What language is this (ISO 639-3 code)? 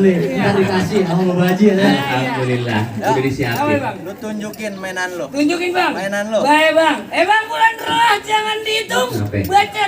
bew